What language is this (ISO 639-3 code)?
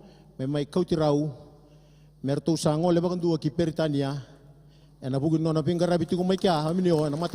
fij